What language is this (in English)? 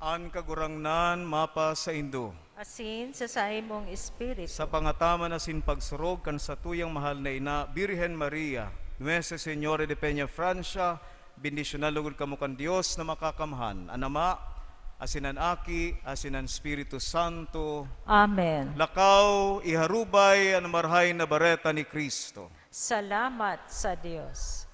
Bikol